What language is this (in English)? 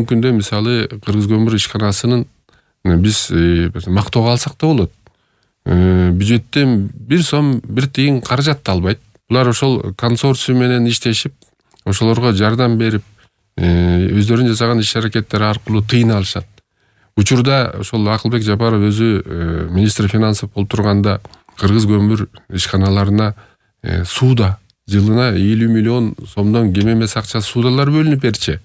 Kyrgyz